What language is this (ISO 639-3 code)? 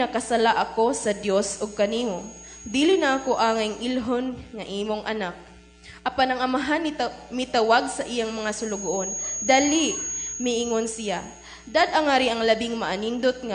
ceb